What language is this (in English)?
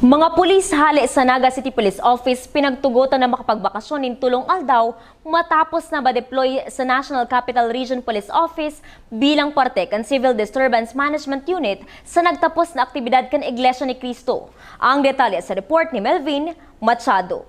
Bikol